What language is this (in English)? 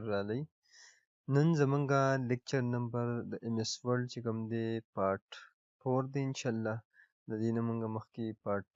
Pashto